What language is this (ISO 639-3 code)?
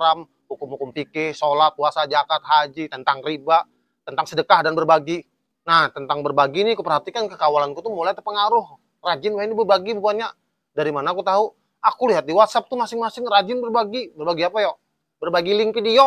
bjn